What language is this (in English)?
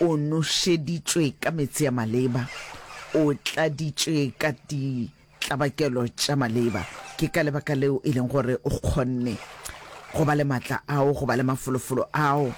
Northern Sotho